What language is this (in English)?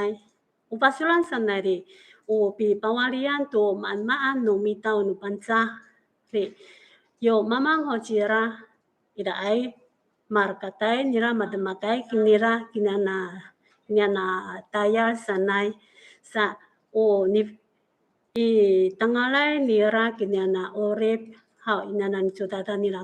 Amis